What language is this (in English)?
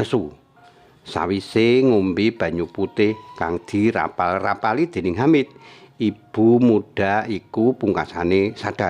Javanese